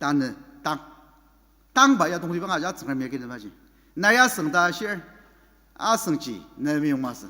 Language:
Ao Naga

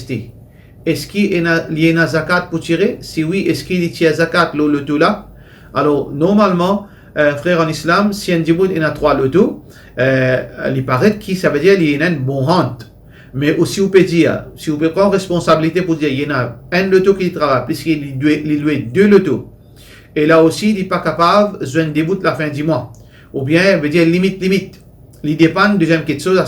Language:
Morisyen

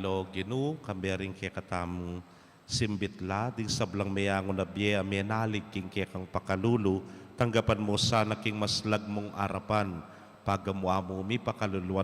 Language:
Pampanga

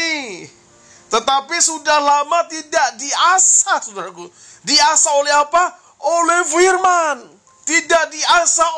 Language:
Indonesian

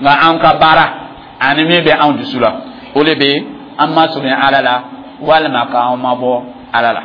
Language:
Dyula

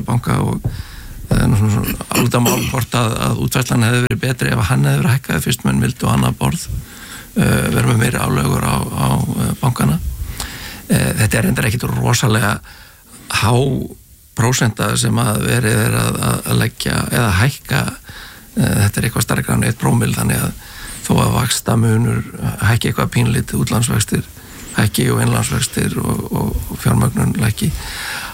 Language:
Icelandic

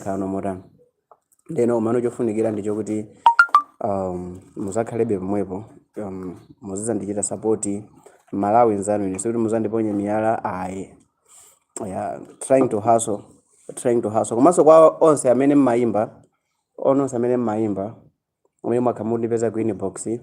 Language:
Nyanja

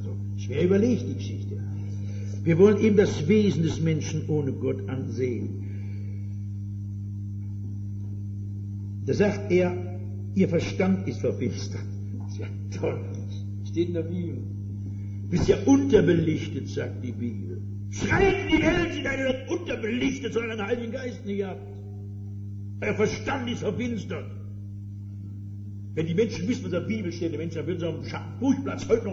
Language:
German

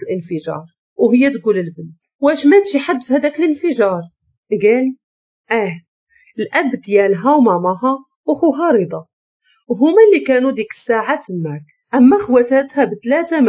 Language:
Moroccan Arabic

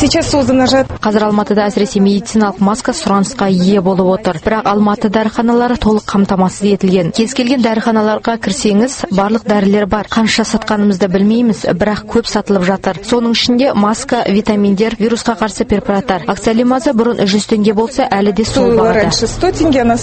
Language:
Kazakh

